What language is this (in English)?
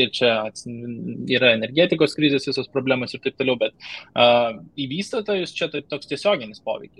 Lithuanian